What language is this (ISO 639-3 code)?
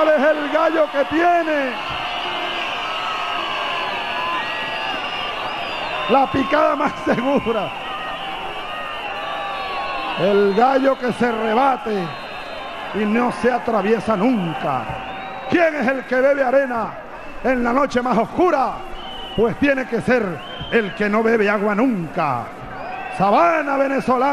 spa